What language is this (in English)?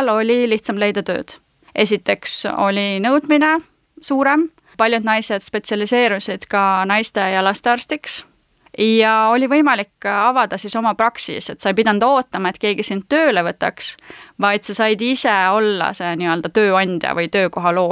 Estonian